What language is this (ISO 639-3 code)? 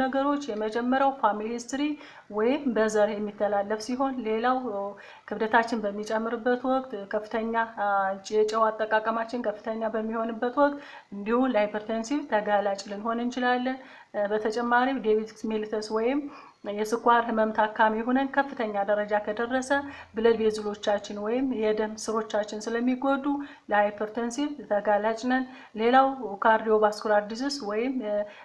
amh